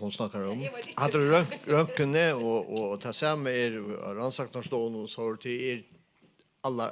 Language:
Faroese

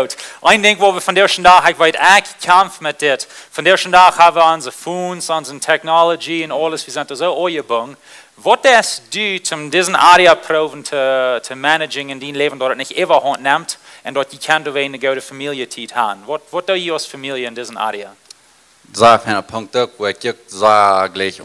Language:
Plautdietsch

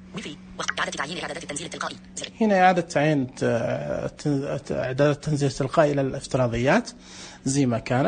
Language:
Najdi Arabic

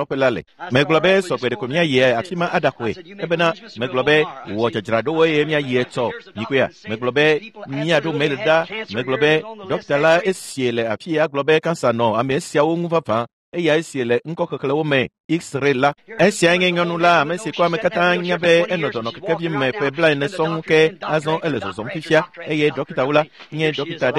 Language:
Ewe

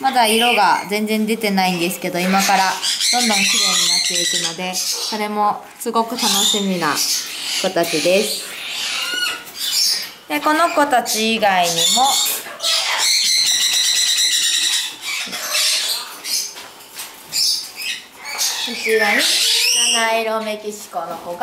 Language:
Japanese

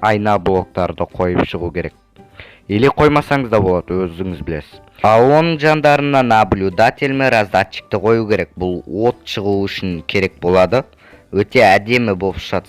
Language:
Kazakh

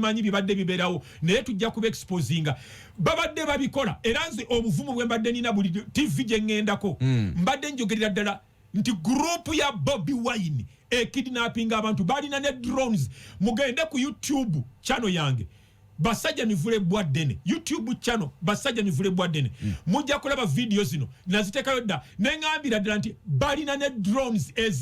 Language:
Ganda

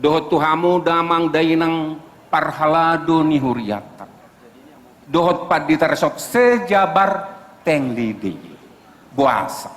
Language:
Batak Toba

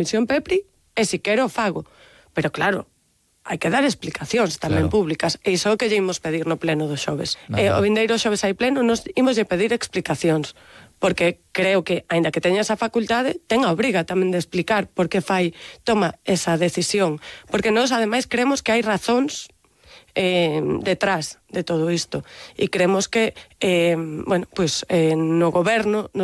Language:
Galician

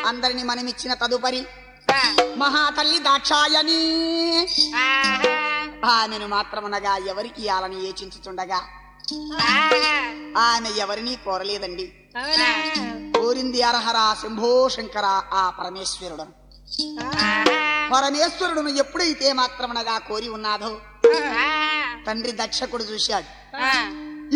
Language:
Telugu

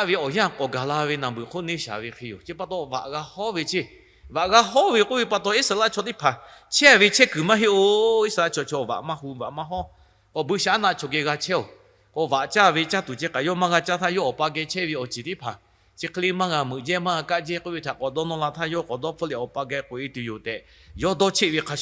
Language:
Lahu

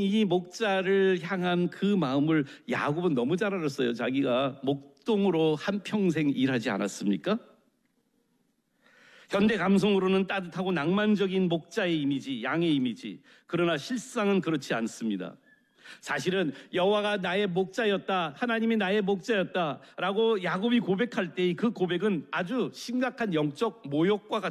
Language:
Korean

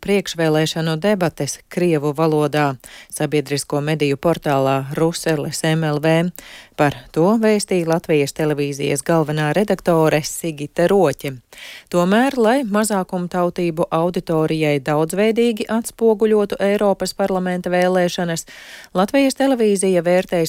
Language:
Latvian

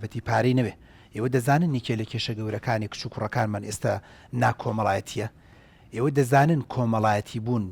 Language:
Central Kurdish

